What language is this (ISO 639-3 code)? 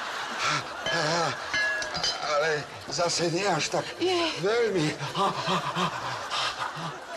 slk